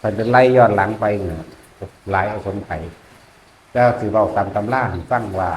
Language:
Northeastern Thai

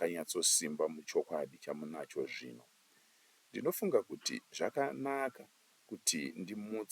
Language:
Shona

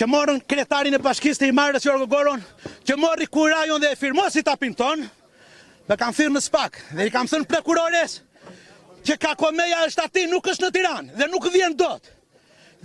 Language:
Albanian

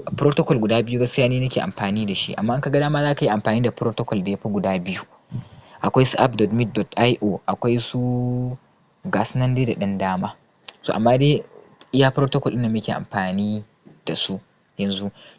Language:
Hausa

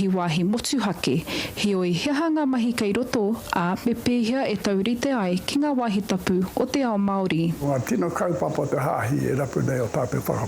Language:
Māori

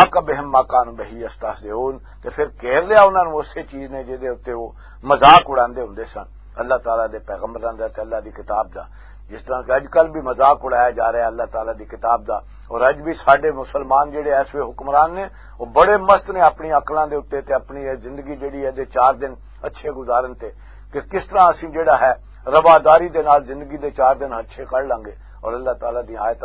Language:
Western Panjabi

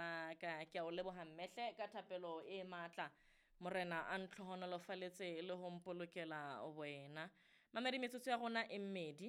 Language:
Southern Sotho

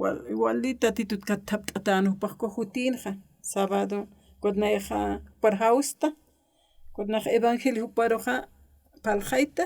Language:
Aymara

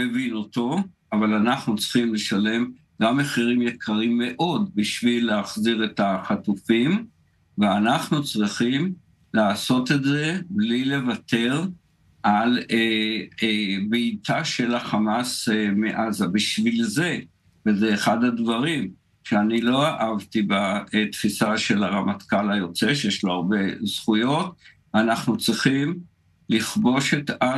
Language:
Hebrew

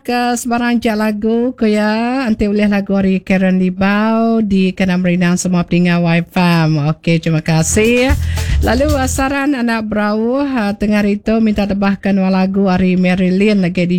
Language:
Iban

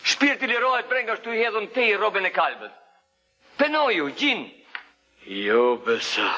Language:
Albanian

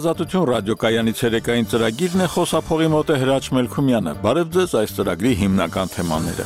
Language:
Armenian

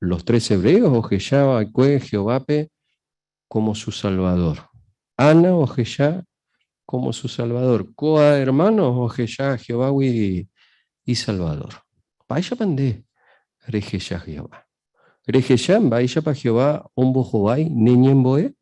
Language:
Guarani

